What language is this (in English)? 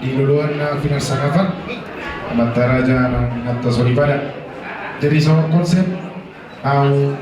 Batak Toba